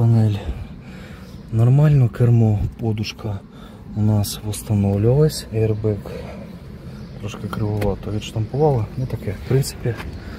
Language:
Ukrainian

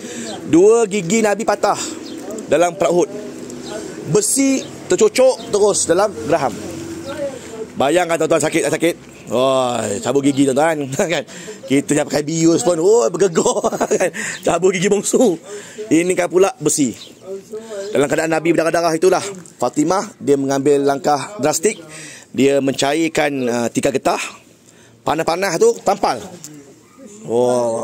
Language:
Malay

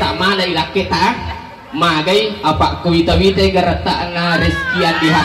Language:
Buginese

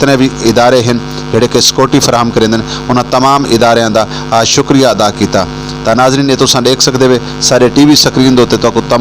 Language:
Saraiki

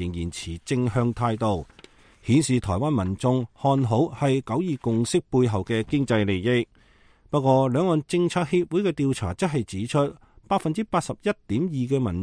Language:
Cantonese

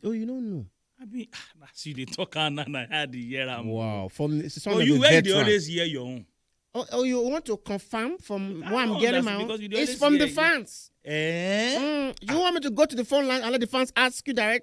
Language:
Nigerian Pidgin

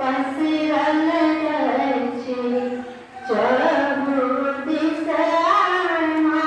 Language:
Maithili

